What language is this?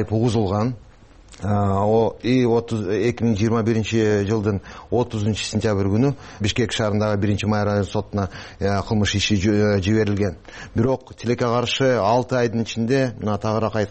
Kyrgyz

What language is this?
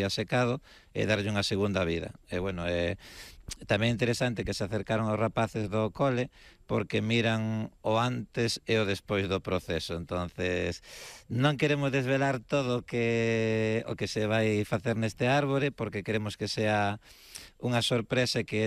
Galician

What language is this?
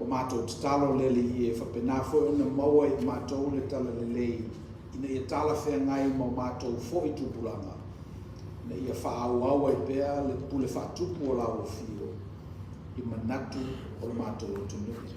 Samoan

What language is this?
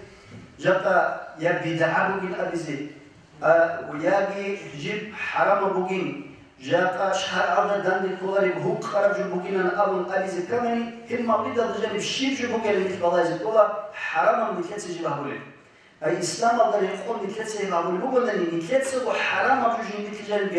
Avaric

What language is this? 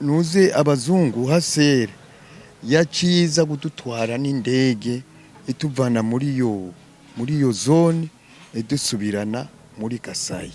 Rundi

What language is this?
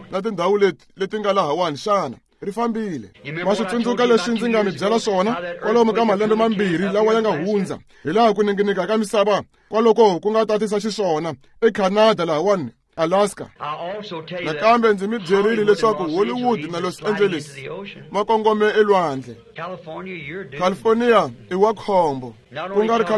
Tsonga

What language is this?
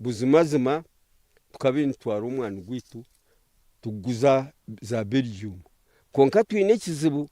Nyankole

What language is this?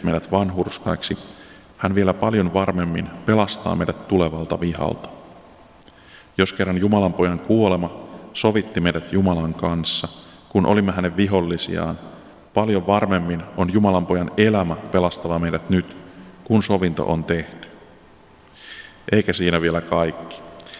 Finnish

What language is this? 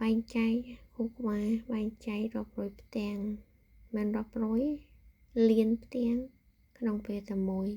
Khmer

